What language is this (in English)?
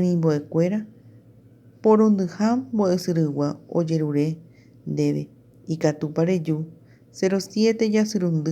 Guarani